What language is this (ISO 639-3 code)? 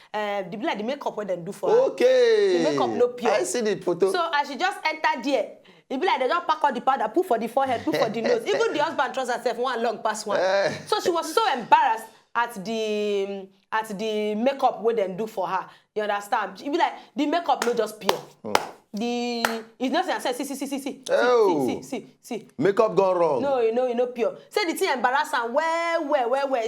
pcm